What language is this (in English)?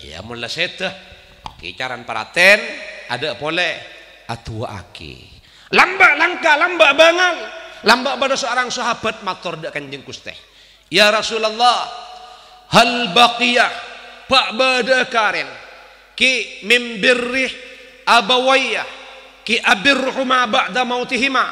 Madurese